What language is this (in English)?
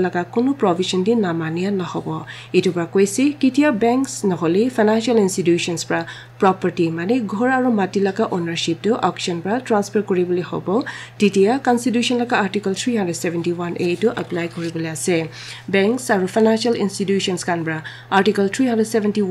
Naga Pidgin